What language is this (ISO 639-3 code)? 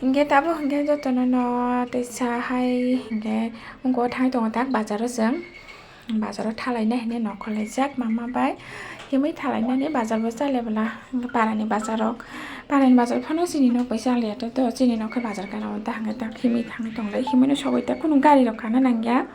trp